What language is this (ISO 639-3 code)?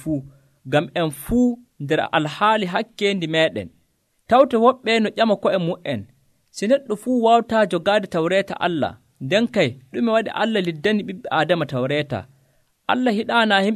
fuv